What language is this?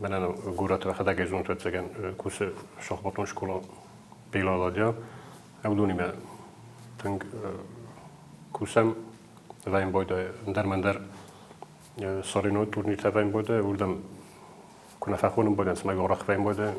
Ossetic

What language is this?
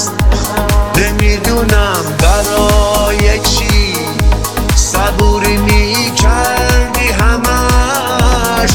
Persian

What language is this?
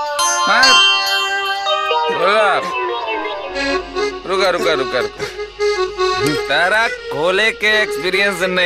Bhojpuri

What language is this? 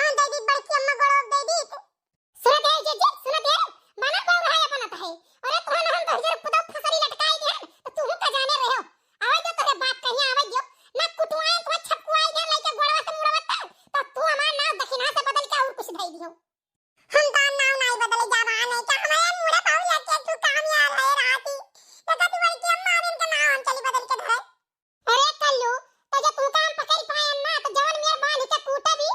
Awadhi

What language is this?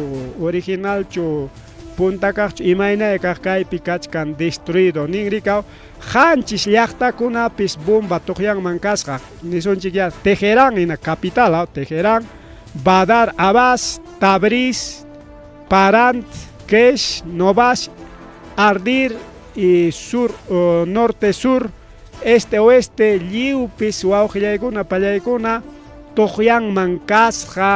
Ayacucho Quechua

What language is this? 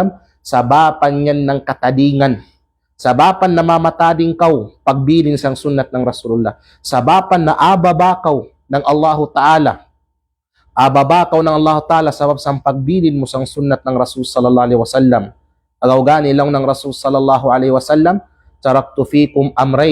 Kalagan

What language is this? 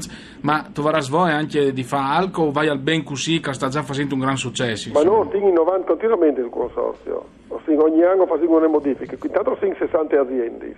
Friulian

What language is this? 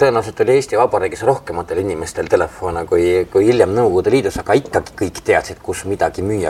Estonian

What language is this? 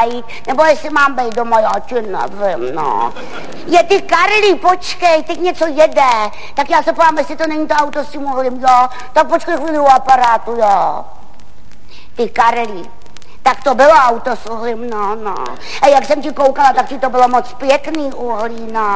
Czech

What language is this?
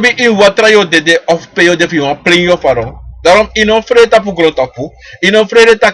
Sranan Tongo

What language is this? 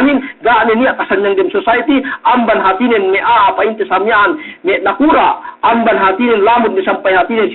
Yakan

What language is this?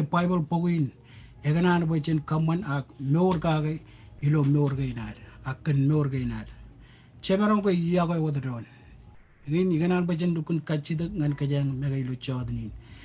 Marshallese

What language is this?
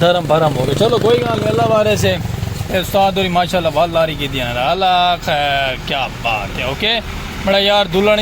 Saraiki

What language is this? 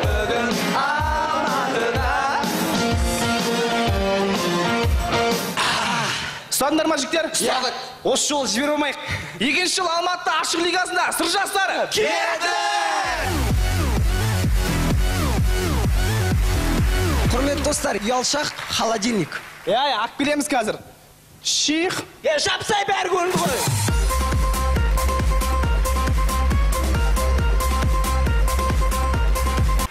Kazakh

